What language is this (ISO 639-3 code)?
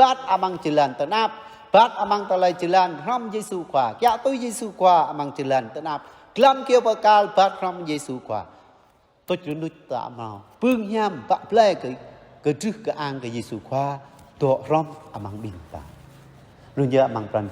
jra